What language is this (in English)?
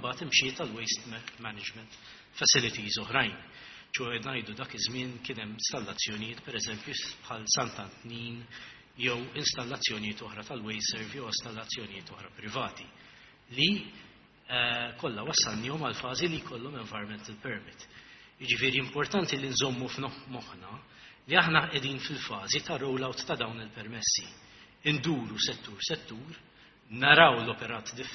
Maltese